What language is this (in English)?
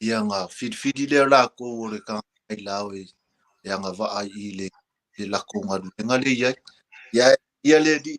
Samoan